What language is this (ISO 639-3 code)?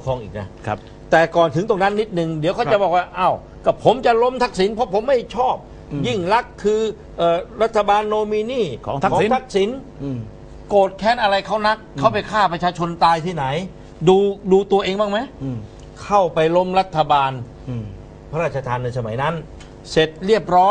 tha